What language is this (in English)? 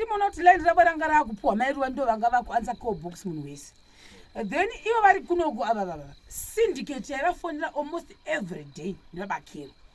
Shona